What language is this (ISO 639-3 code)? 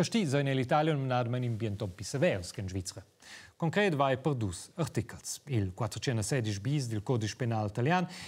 roh